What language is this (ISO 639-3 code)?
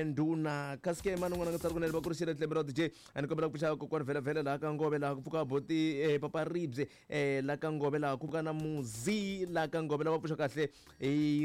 tso